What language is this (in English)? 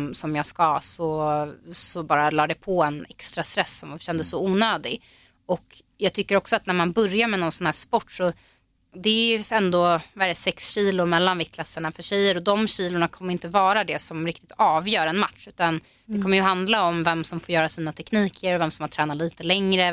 Swedish